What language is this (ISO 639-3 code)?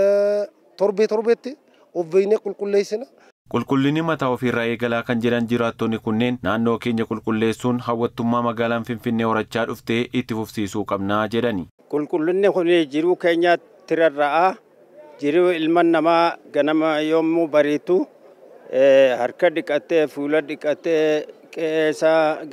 orm